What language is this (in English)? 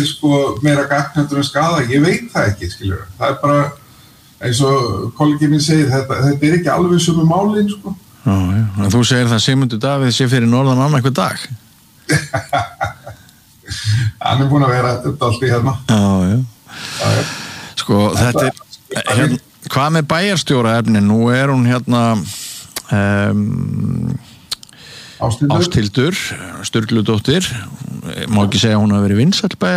Icelandic